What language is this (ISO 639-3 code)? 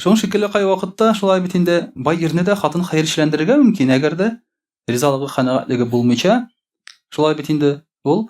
tat